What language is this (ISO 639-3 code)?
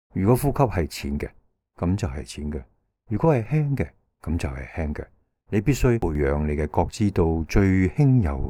yue